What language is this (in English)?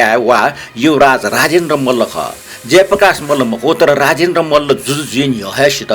Newari